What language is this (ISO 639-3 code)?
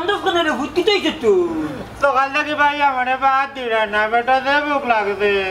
syl